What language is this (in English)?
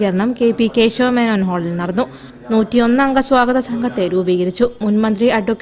Malayalam